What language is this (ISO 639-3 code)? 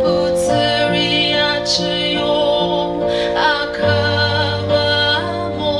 nri